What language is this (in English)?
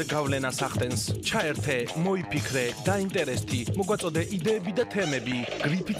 Georgian